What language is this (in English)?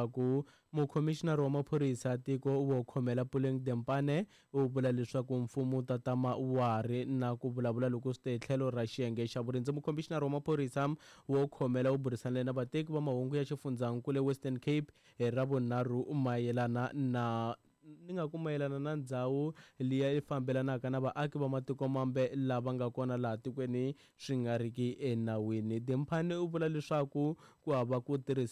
Tsonga